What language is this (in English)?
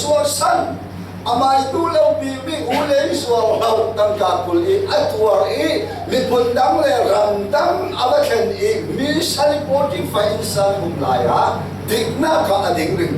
Falam Chin